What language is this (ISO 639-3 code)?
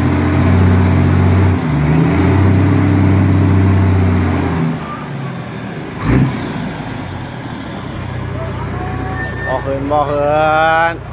lao